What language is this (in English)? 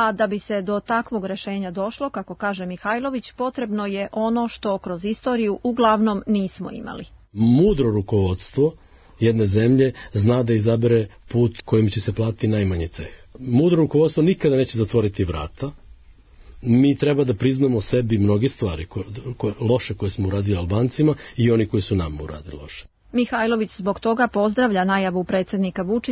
Serbian